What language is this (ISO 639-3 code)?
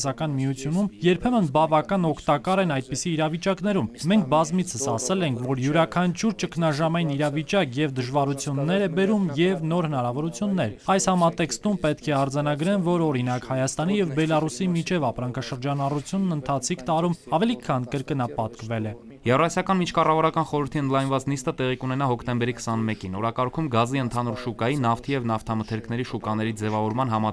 hye